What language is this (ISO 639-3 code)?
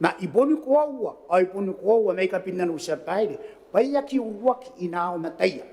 gil